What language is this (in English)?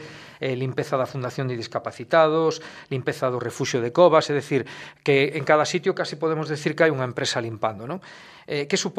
Galician